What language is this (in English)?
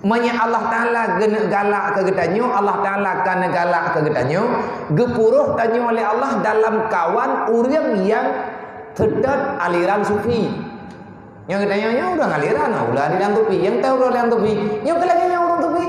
Achinese